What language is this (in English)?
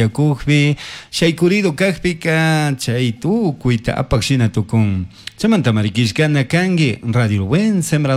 Chimborazo Highland Quichua